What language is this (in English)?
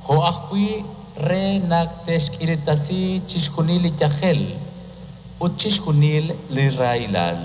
Kekchí